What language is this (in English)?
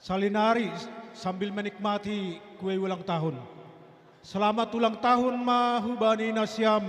Batak Simalungun